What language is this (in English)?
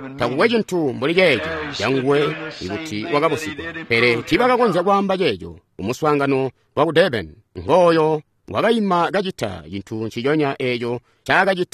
Tonga (Zambia)